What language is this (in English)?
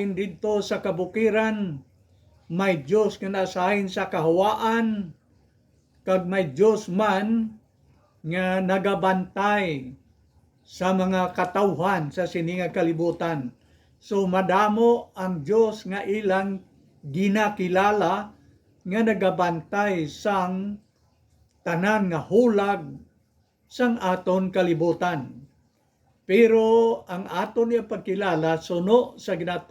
Hiligaynon